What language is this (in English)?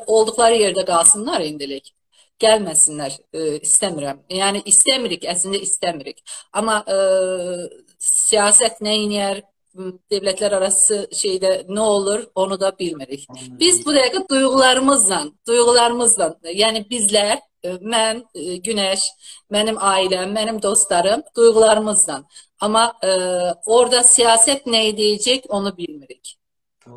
South Azerbaijani